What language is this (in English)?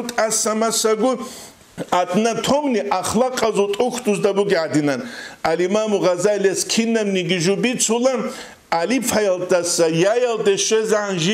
Avaric